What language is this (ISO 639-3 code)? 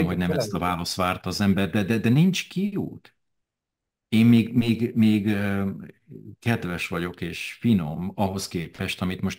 hun